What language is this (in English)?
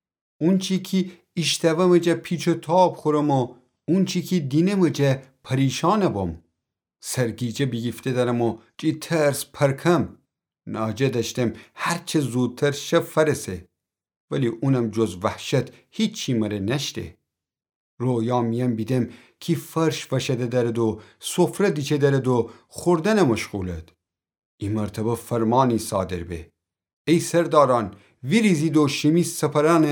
Gilaki